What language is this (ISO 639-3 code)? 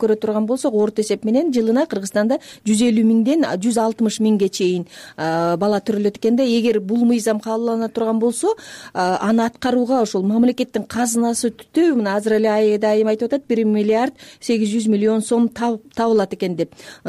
kir